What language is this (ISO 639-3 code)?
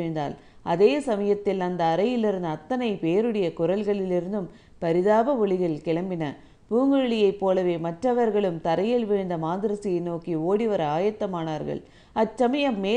tam